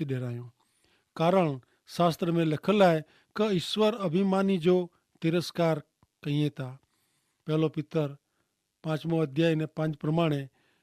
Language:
Kachhi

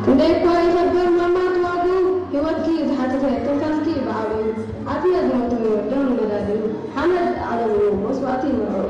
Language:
Tigrinya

